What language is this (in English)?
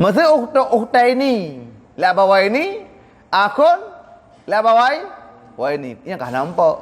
Achinese